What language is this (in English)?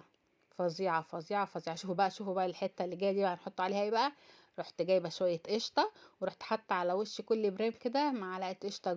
Egyptian Arabic